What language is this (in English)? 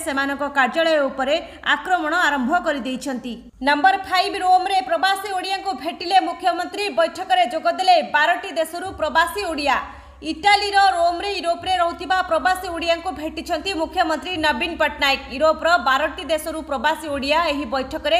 Odia